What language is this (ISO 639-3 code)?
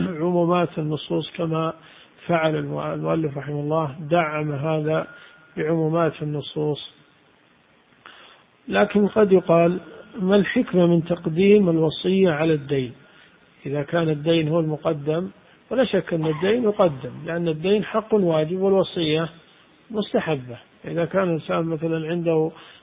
ara